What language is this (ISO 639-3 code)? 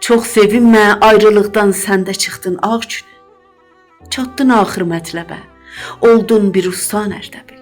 azb